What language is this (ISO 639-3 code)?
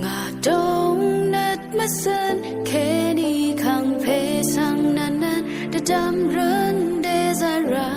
raw